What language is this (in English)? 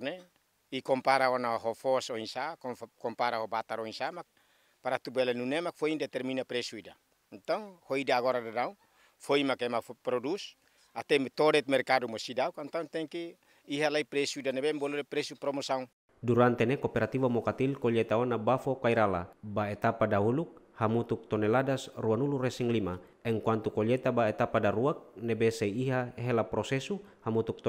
Tetum